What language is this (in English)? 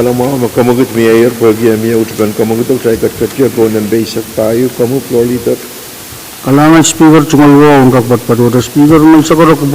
Pohnpeian